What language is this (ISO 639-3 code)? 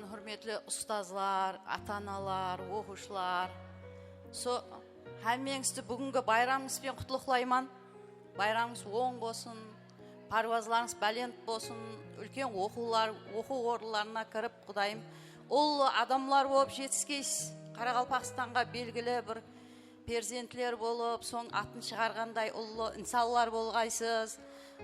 kaa